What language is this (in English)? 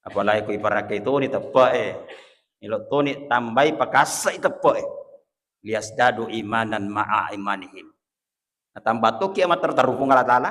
Buginese